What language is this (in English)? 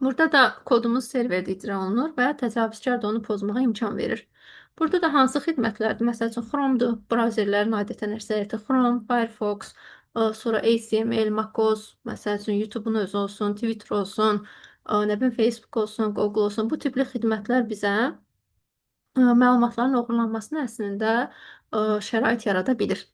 Azerbaijani